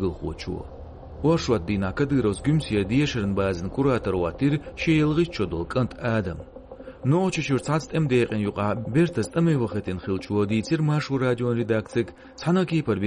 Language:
Chechen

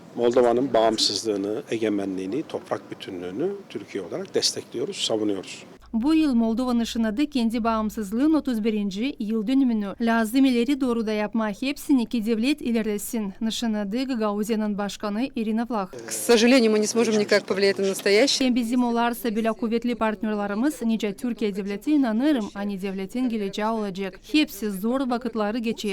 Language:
Gagauz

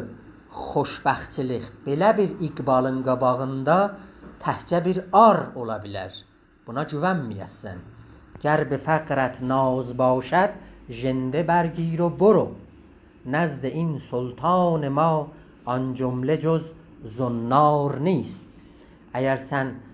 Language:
South Azerbaijani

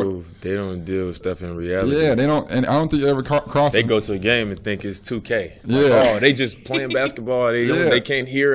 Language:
English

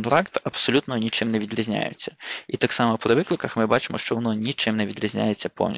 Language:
Ukrainian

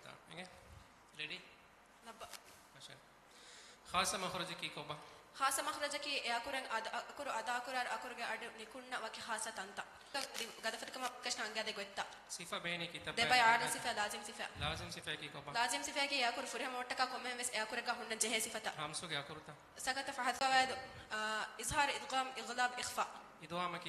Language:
Divehi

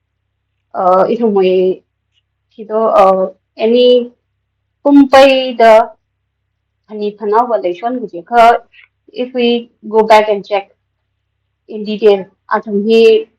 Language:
Tangkhul Naga (India)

